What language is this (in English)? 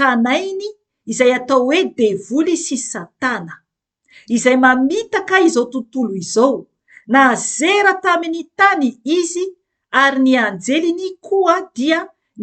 Malagasy